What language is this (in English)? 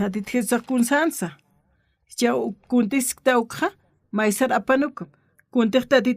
Aymara